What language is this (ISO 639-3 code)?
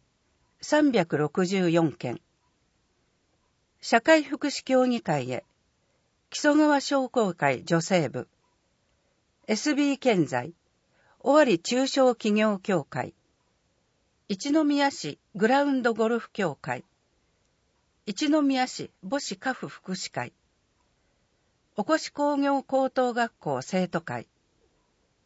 jpn